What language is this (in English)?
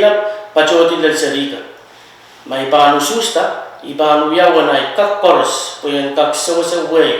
Pohnpeian